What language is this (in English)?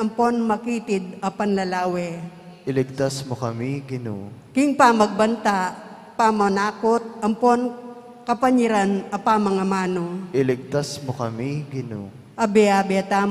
Pampanga